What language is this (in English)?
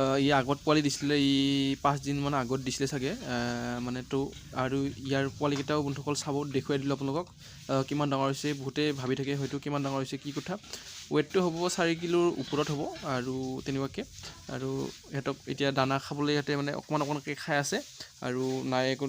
Assamese